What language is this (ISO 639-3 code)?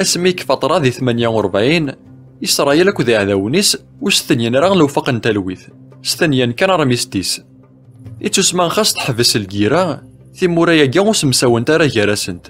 kab